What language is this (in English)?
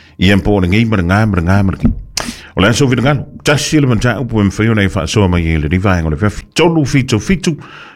Samoan